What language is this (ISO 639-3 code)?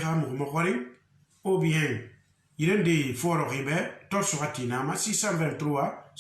sus